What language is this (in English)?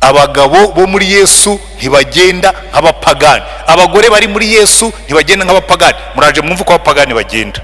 Kinyarwanda